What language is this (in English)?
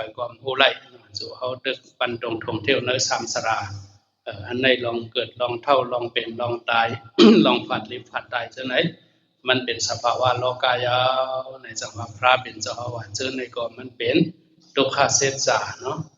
Shan